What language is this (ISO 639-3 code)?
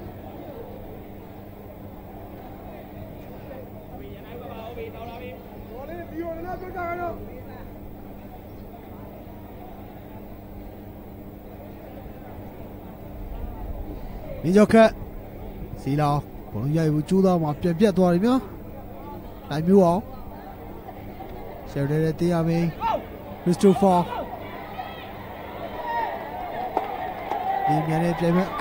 mya